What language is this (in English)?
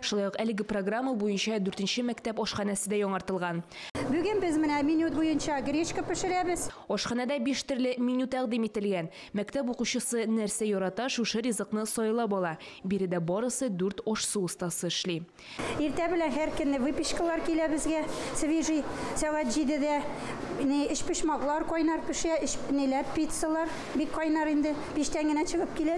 Tatar